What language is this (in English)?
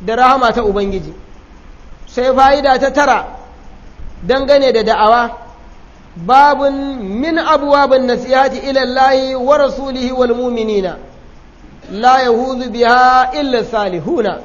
Hausa